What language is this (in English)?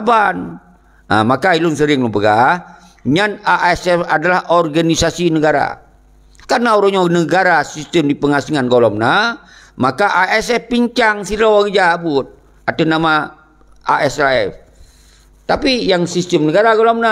Achinese